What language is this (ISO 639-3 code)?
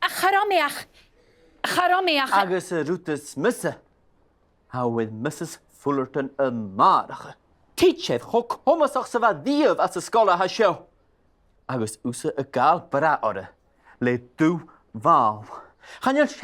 gla